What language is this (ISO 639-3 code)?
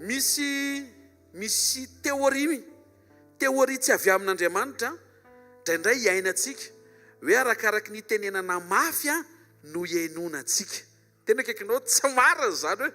mlg